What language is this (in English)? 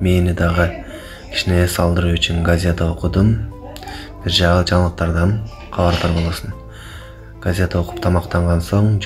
Kyrgyz